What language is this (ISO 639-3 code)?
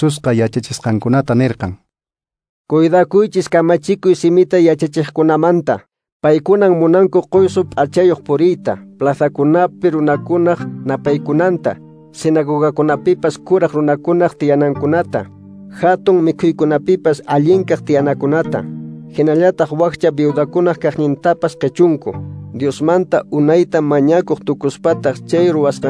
que